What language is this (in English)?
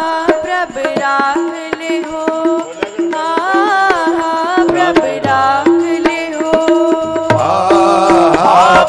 Punjabi